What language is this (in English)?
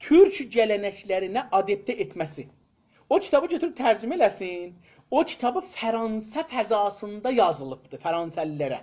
South Azerbaijani